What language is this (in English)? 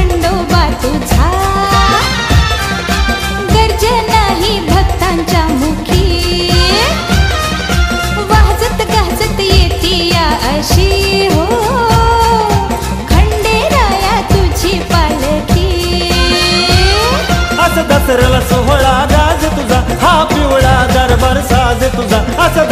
Marathi